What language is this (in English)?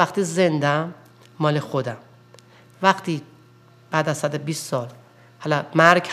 Persian